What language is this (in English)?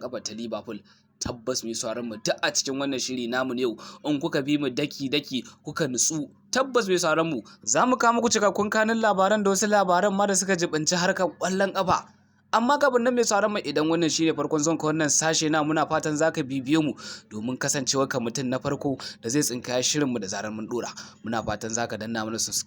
Hausa